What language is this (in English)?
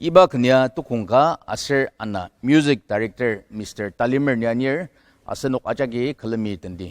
Ao Naga